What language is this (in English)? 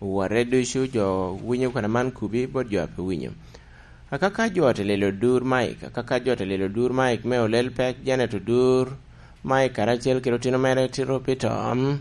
Lango (Uganda)